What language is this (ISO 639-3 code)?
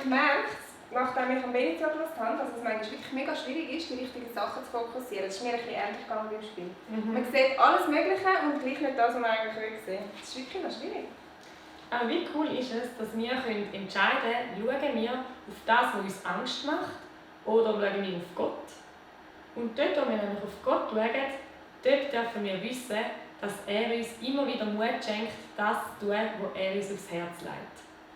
gsw